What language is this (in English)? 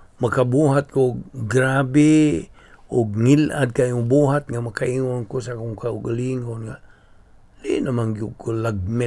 Cebuano